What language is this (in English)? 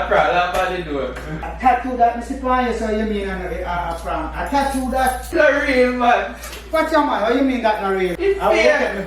Jamaican Creole English